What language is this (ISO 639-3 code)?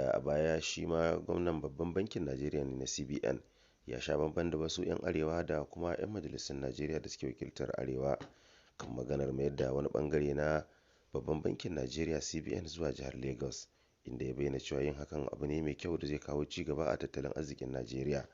hau